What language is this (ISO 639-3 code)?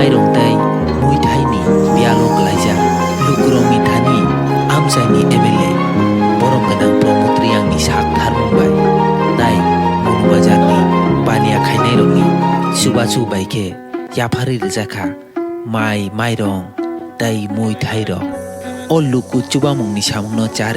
trp